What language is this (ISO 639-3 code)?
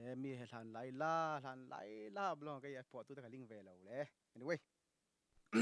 cfm